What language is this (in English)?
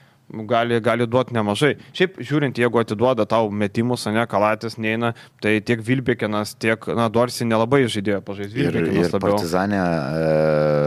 Lithuanian